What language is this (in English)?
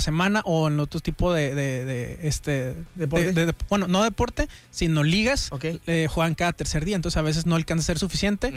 Spanish